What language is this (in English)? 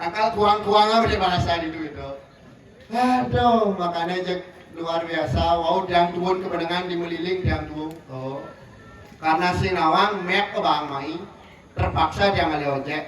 Balinese